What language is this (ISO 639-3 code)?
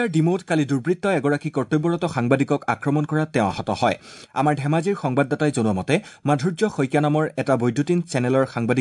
asm